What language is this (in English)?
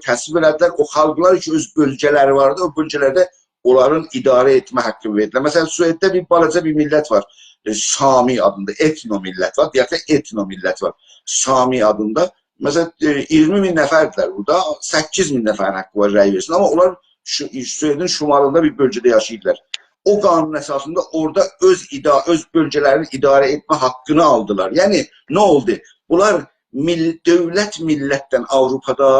South Azerbaijani